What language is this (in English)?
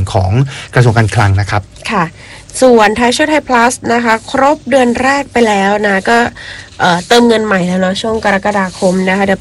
Thai